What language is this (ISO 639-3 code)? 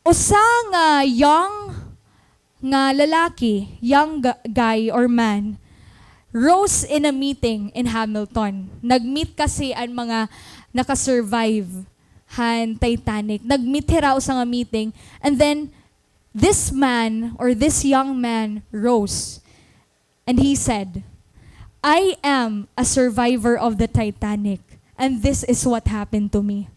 war